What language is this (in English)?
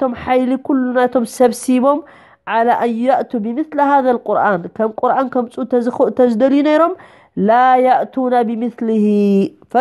Tigrinya